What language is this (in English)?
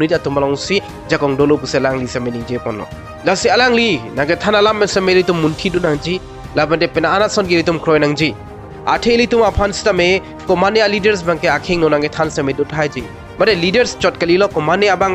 Karbi